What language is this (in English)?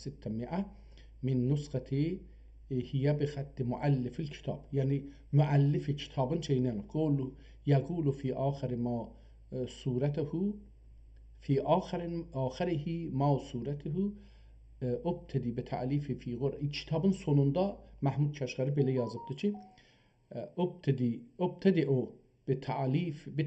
South Azerbaijani